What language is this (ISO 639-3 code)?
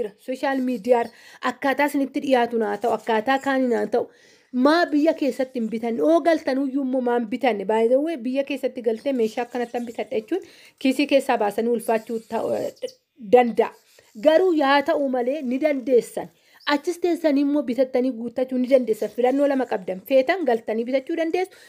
orm